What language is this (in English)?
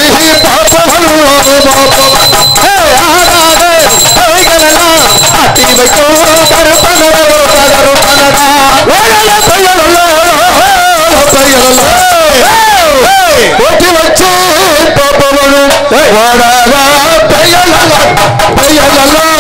Tamil